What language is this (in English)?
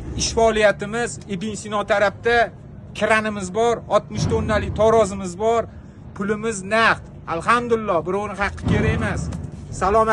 Uzbek